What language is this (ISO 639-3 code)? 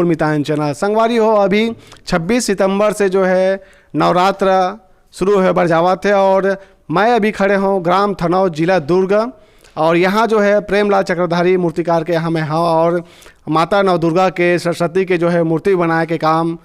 hne